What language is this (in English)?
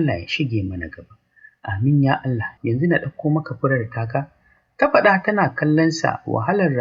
Hausa